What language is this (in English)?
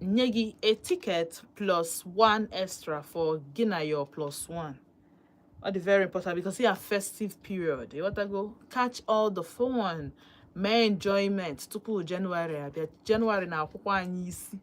Igbo